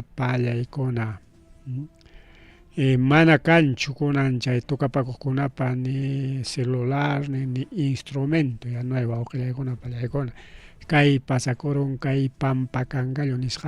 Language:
Ayacucho Quechua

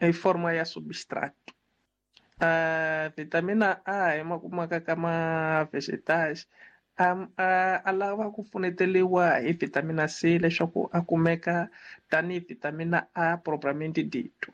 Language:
Tsonga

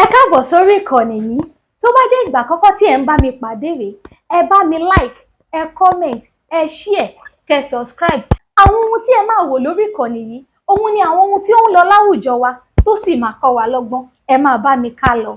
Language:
Yoruba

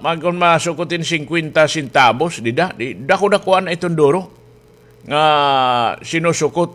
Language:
Waray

